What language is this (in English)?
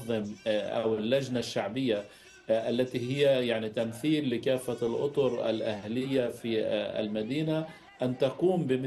Arabic